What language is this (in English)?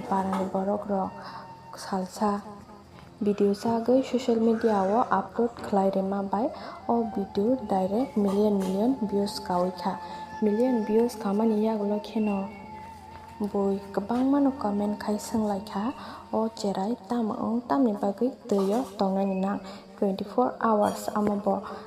Kok Borok